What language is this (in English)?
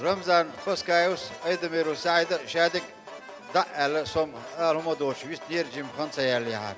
Chechen